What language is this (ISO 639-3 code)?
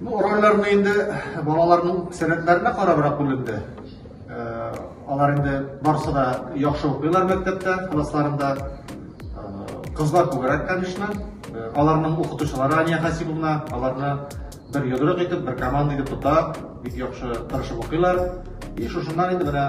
tat